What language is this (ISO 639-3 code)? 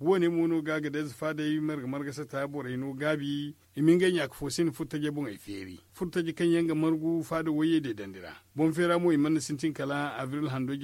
dje